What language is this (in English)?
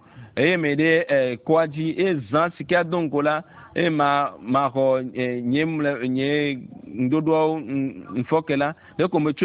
Ewe